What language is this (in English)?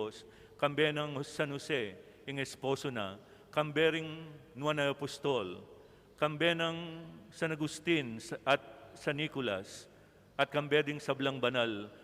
Pampanga